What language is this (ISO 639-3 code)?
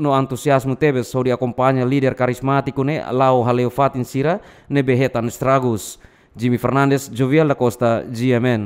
tet